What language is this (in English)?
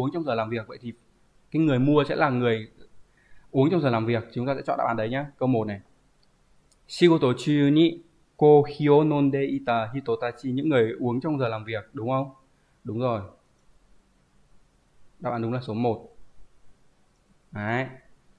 Vietnamese